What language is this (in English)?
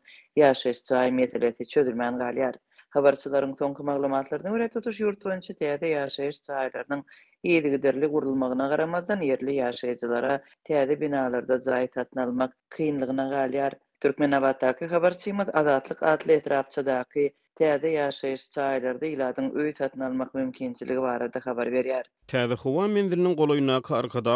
Turkmen